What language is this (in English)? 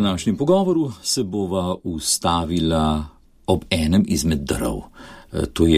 Slovenian